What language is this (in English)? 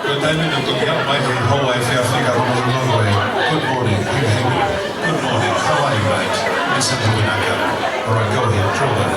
Tongan